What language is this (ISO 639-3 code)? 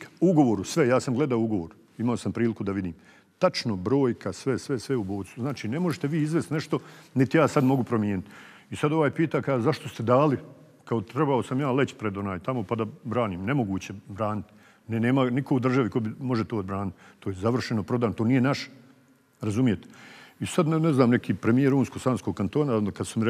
bos